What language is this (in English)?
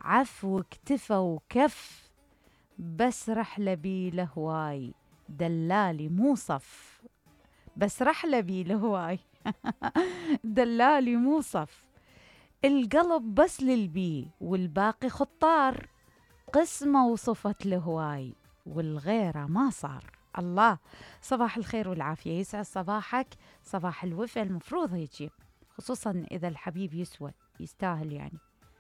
Mesopotamian Arabic